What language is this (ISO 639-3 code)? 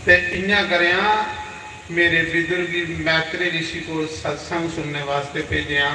doi